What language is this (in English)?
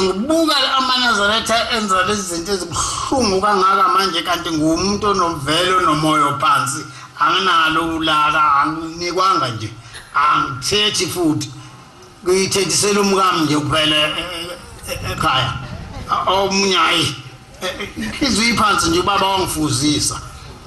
Zulu